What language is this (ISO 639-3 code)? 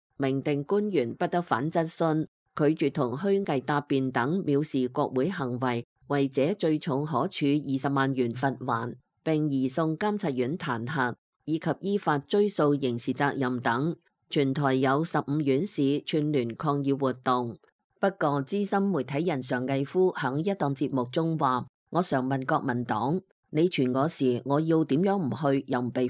yue